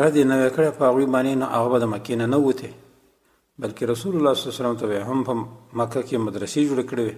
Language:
Pashto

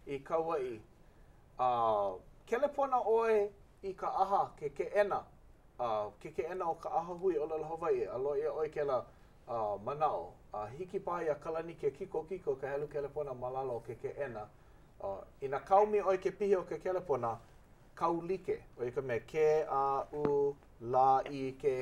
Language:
Hawaiian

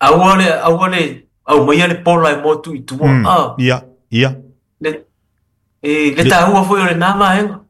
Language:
Samoan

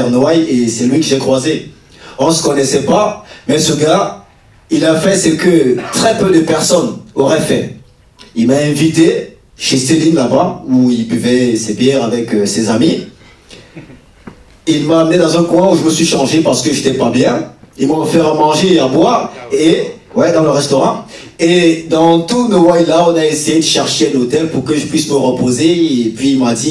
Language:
French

